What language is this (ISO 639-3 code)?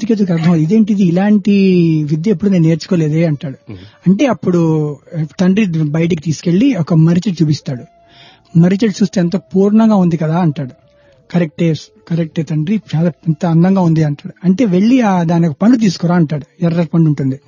tel